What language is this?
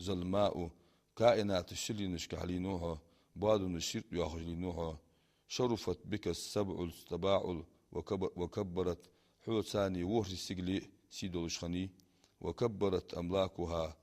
Ingush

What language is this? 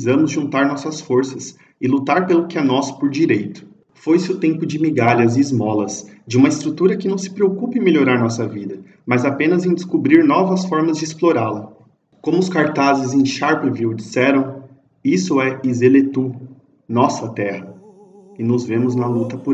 Portuguese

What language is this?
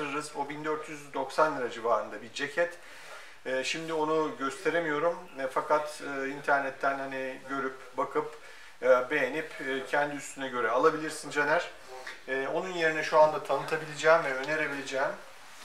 Turkish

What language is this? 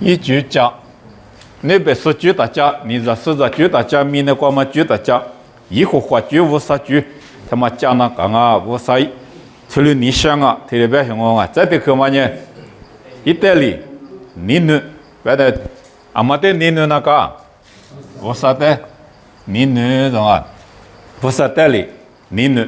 Lisu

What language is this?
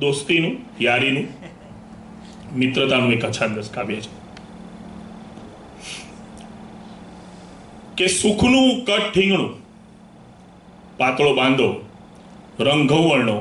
Gujarati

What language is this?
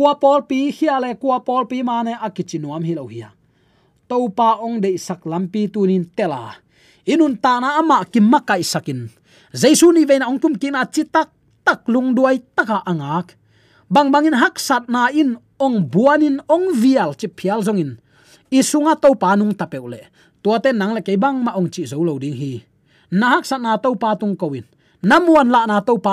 Tedim Chin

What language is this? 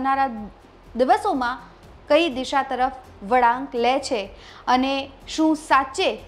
Gujarati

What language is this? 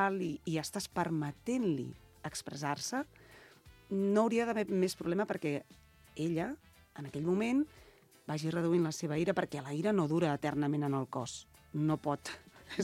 Catalan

